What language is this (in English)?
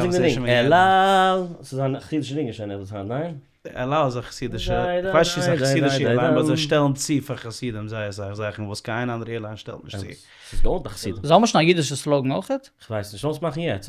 Yiddish